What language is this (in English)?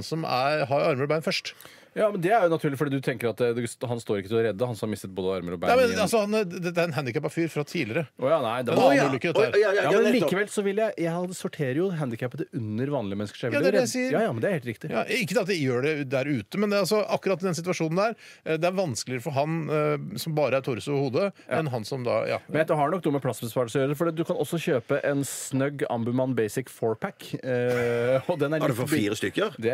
Norwegian